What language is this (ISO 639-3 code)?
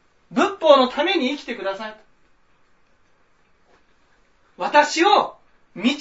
jpn